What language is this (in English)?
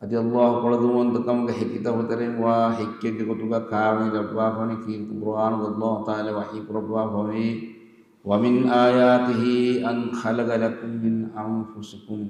Divehi